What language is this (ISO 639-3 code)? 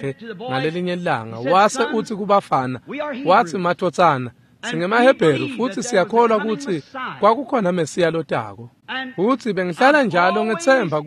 ssw